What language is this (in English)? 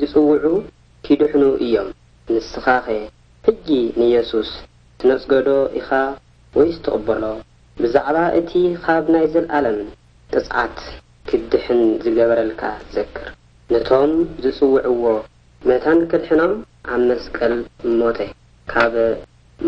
Tigrinya